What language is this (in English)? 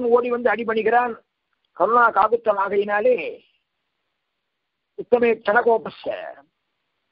Tamil